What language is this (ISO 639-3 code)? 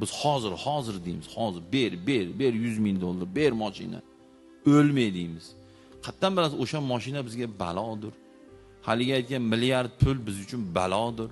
uzb